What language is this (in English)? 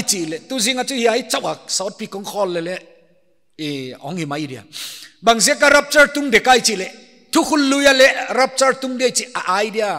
Paite Chin